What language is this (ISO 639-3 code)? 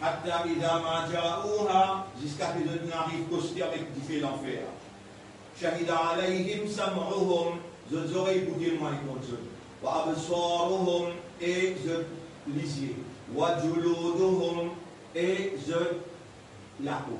mfe